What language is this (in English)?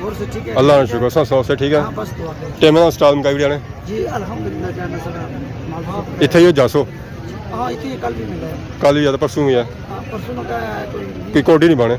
Pahari-Potwari